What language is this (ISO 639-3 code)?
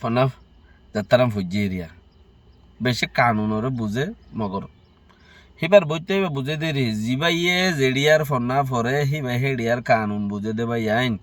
rhg